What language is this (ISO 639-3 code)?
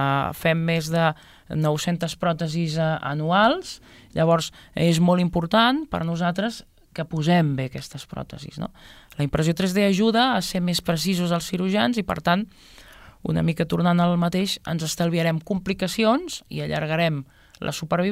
cat